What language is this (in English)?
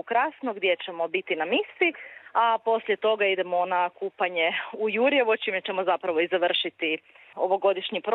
Croatian